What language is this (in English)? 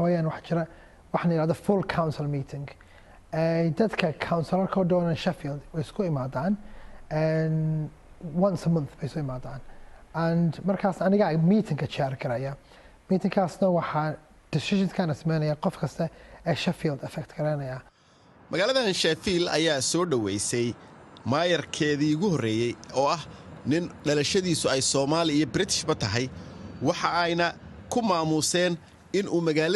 Somali